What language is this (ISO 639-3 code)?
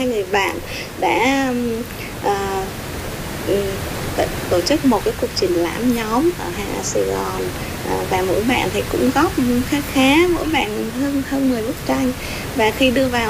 vie